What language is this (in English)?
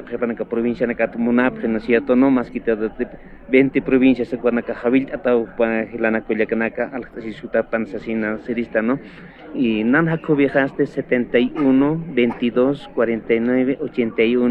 Aymara